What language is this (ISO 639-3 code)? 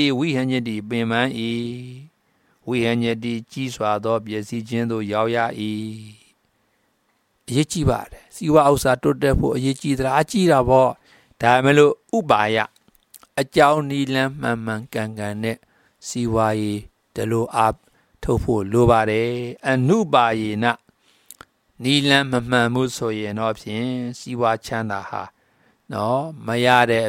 mya